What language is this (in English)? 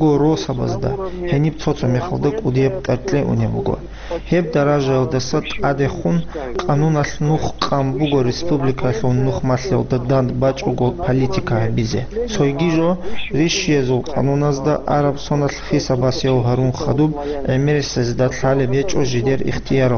Avaric